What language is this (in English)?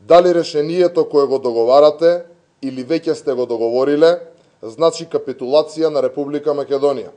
Macedonian